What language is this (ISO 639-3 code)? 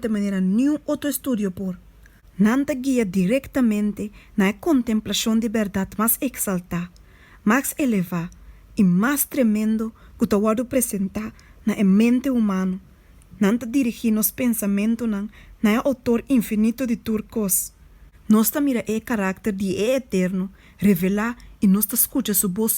pap